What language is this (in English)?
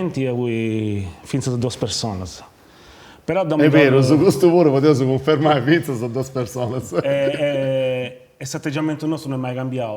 Sardinian